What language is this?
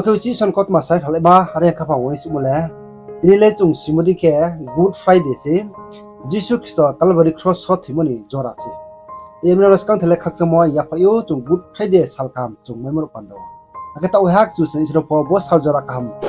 Riang (India)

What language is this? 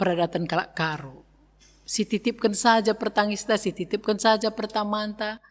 Batak Karo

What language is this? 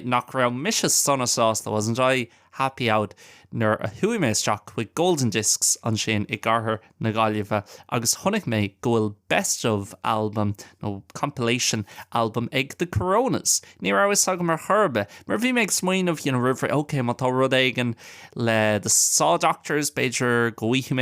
Irish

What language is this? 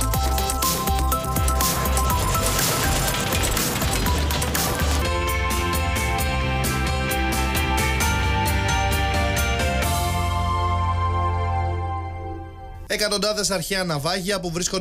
Greek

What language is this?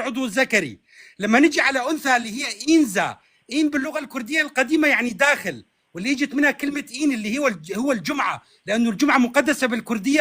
North Levantine Arabic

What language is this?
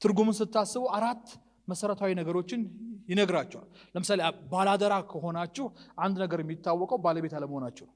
Amharic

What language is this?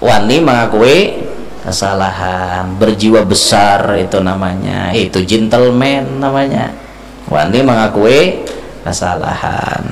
Banjar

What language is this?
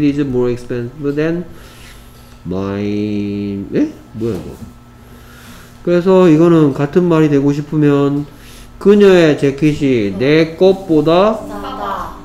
Korean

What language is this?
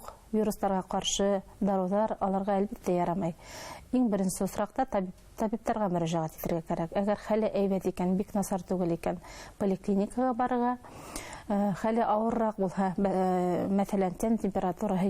Bashkir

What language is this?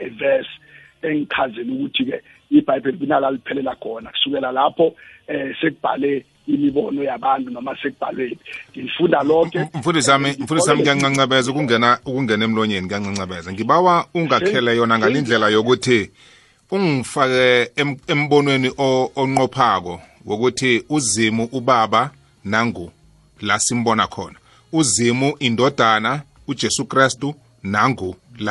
South Ndebele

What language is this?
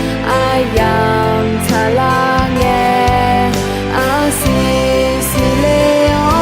Akha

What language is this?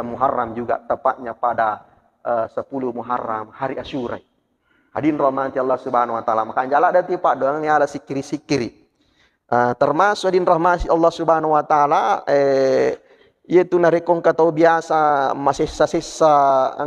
Buginese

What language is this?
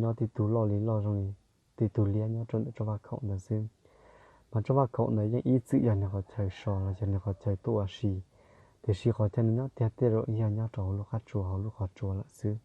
Hmong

